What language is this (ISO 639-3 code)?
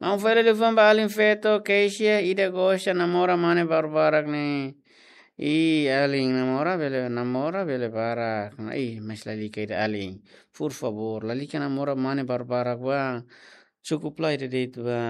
tet